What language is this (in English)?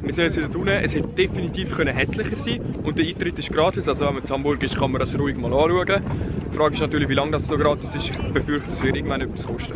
Swiss German